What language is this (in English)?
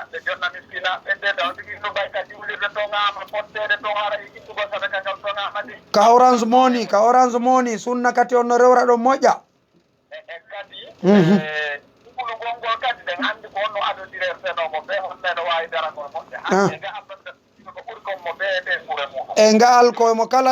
Fula